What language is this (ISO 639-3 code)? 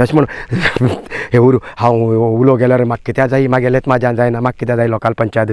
kok